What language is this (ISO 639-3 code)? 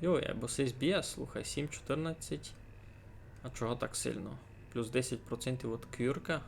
rue